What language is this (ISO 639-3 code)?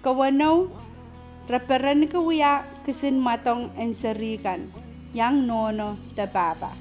pon